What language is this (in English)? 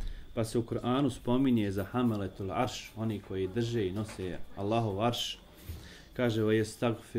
Bosnian